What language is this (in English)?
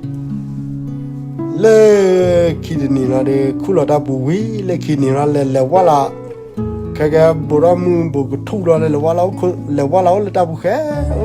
S'gaw Karen